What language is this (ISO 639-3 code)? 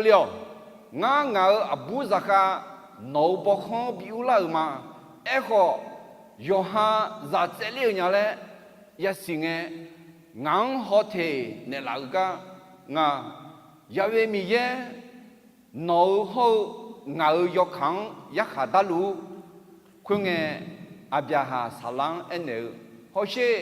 ahk